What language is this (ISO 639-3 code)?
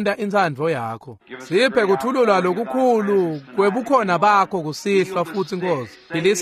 ssw